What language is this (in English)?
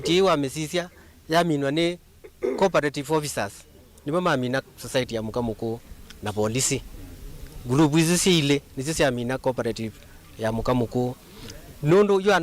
Kamba